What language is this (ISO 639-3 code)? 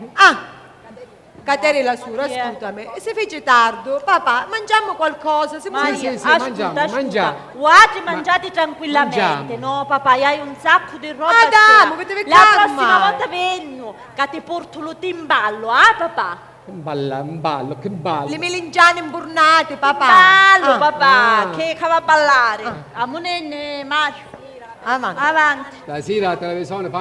scn